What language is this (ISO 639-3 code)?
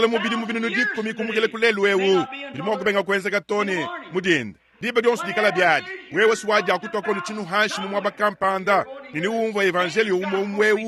lua